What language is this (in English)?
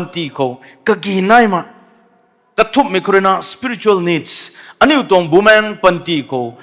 Rongmei Naga